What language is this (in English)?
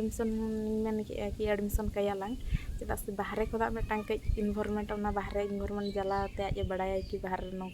Santali